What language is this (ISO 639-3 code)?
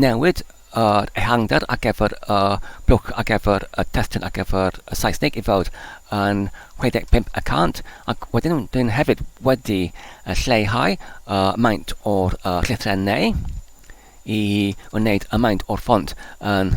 cym